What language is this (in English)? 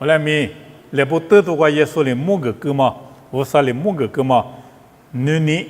Lisu